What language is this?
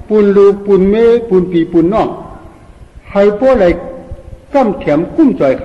Shan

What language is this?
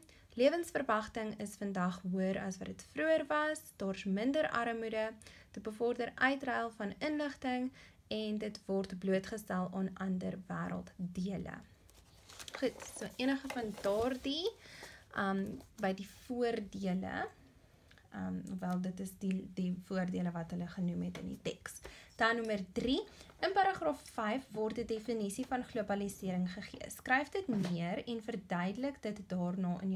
Afrikaans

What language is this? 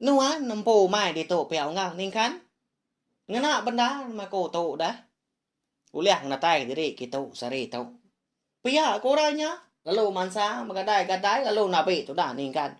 Iban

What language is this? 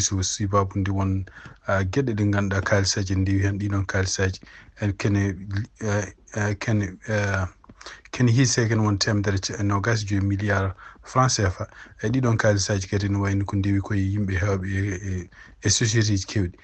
Fula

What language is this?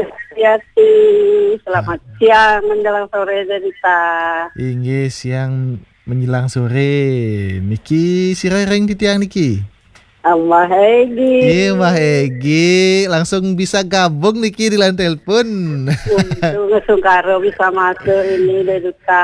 Balinese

